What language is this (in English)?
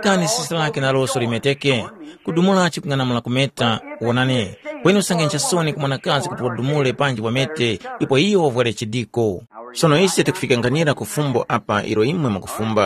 Tumbuka